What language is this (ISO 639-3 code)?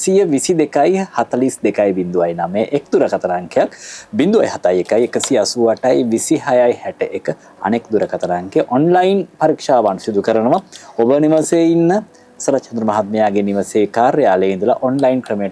sin